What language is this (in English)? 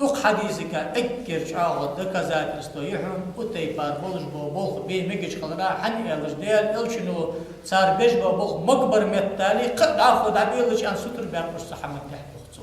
Ingush